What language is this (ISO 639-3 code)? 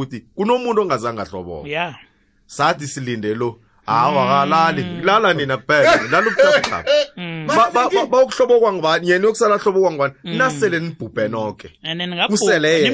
nbl